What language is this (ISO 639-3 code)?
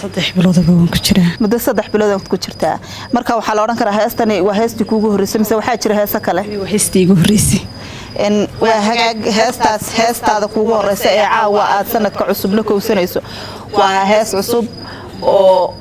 som